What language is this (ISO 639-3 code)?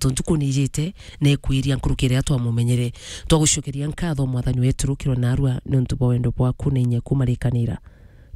mer